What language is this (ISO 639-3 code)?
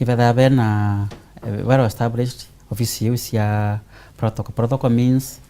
mer